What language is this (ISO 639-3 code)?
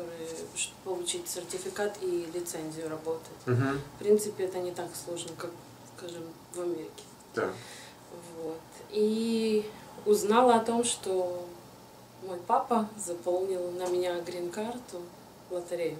rus